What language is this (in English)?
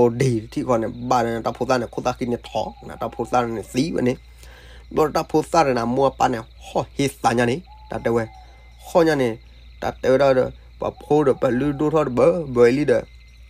S'gaw Karen